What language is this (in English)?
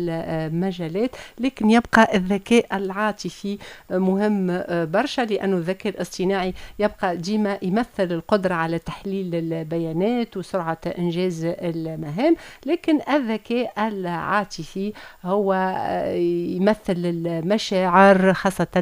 Tunisian Arabic